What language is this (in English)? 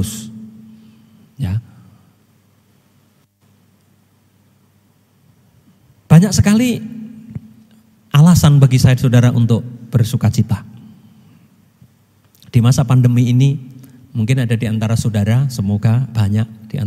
Indonesian